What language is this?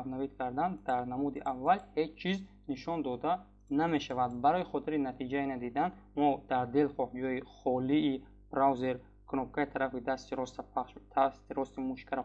Tajik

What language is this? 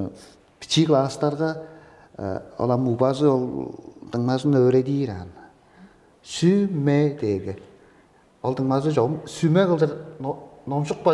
Tuvinian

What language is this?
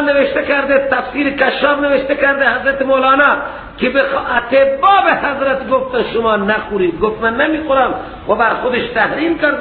Persian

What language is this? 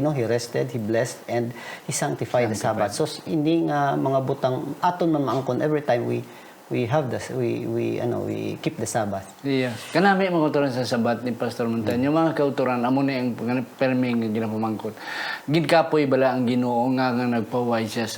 Hiligaynon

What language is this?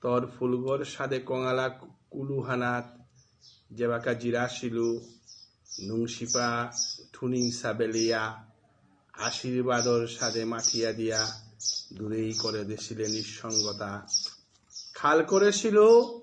Bishnupriya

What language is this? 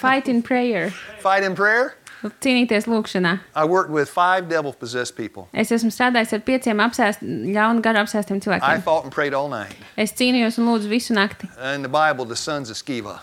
Latvian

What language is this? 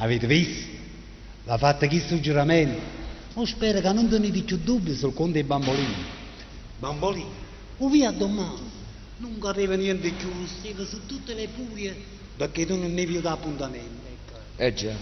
Neapolitan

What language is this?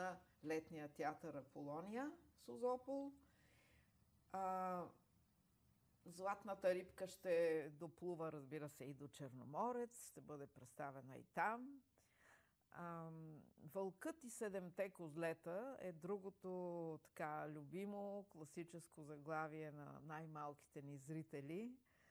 Bulgarian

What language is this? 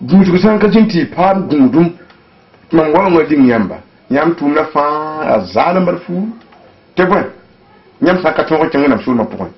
Mossi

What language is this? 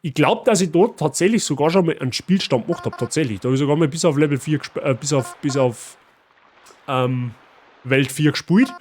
Bavarian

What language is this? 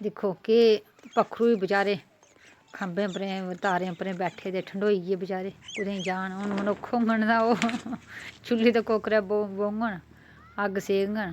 Dogri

